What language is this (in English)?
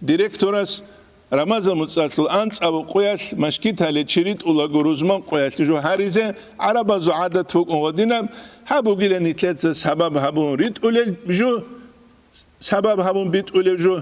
Avaric